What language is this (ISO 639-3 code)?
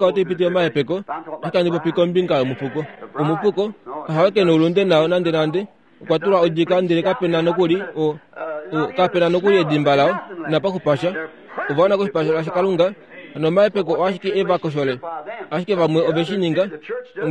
kua